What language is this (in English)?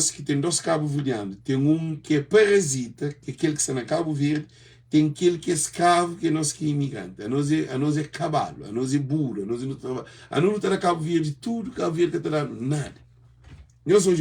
Kabuverdianu